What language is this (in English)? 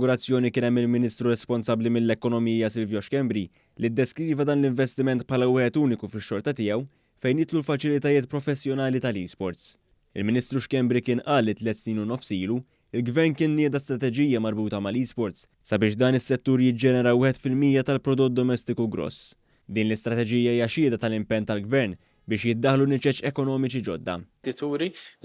Maltese